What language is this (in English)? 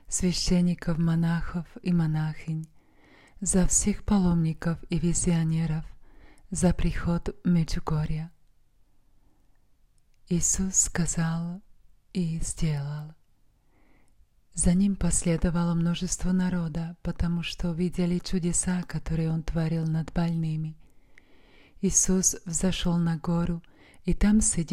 Russian